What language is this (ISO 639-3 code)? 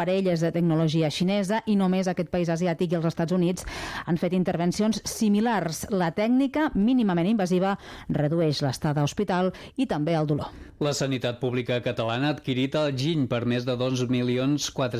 cat